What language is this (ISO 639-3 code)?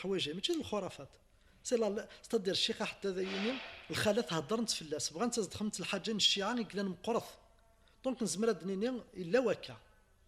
kab